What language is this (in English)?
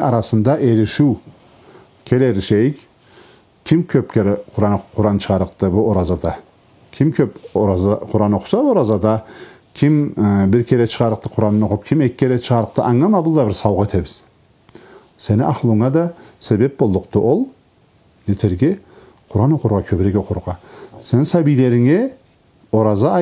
Karachay-Balkar